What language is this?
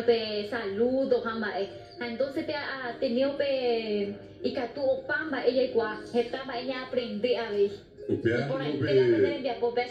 Guarani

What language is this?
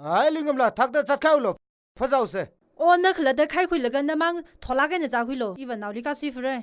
Tangkhul Naga (India)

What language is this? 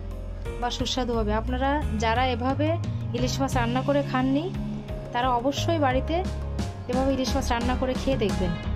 Bangla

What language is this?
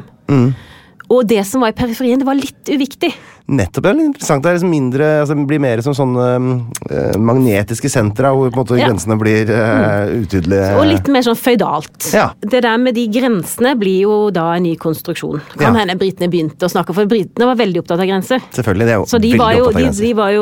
Norwegian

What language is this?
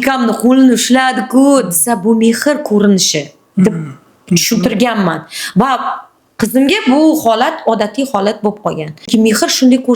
Uzbek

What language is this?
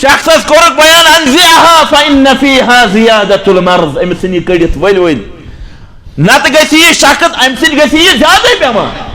Kashmiri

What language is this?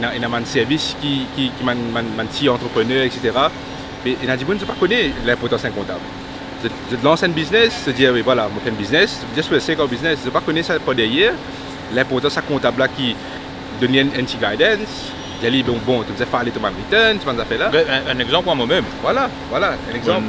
Morisyen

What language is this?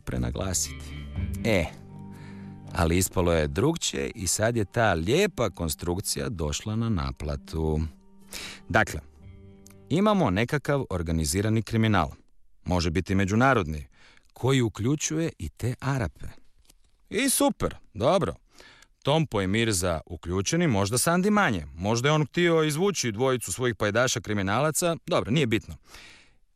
Croatian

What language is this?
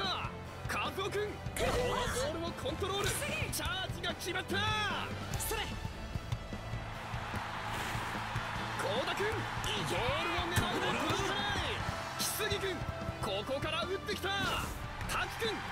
Japanese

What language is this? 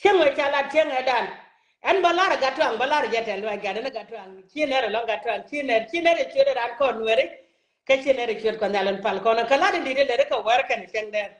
Nuer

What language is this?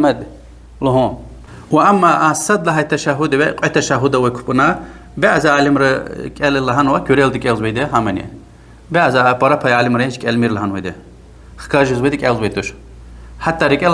Lezghian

